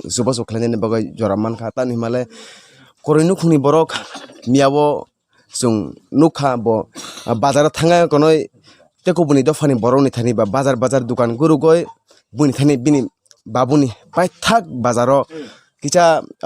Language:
Kok Borok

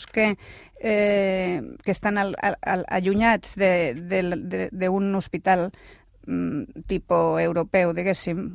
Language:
Catalan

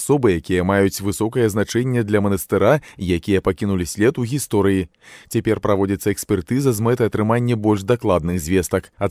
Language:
Belarusian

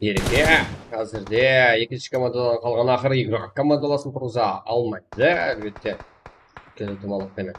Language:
Kara-Kalpak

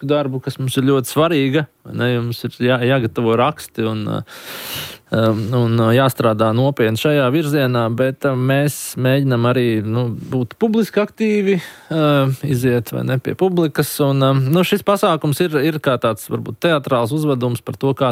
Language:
Latvian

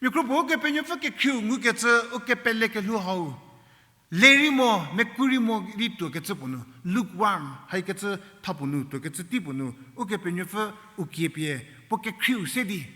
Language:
Angami Naga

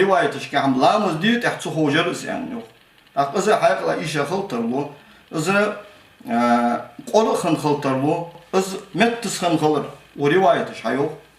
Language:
Ingush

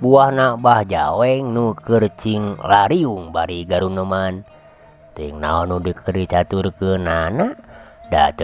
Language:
Sundanese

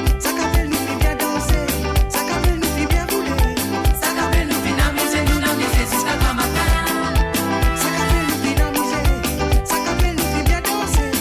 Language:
Morisyen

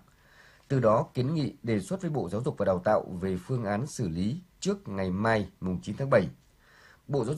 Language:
Vietnamese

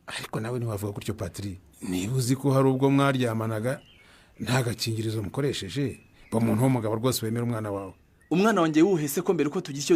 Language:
Kinyarwanda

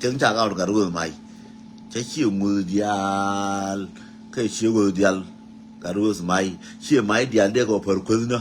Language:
Nuer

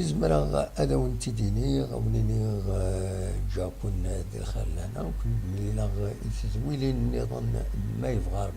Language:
Kabyle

